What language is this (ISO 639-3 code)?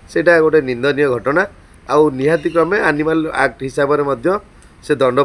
ori